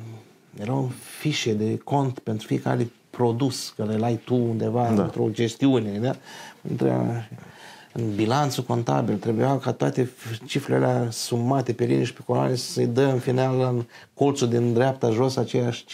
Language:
Romanian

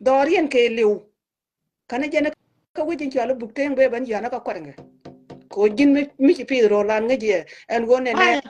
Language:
Nuer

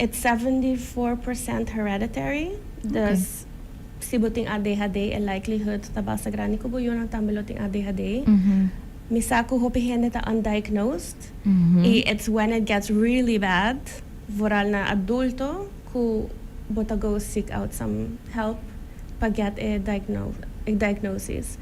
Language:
Papiamento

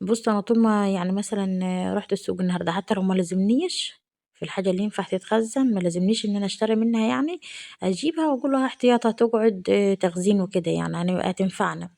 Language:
Egyptian Arabic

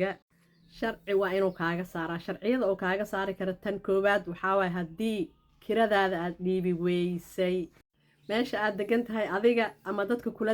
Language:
Somali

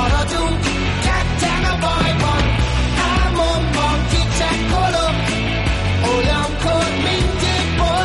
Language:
Hungarian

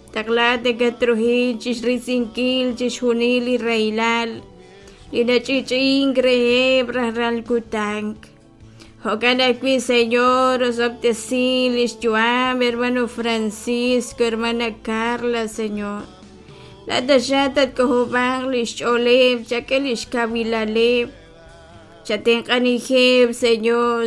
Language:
Kekchí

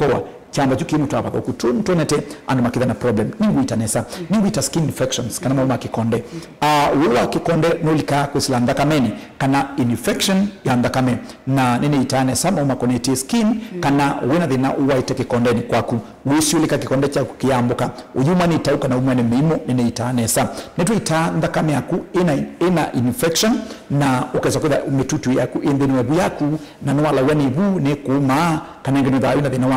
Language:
Kamba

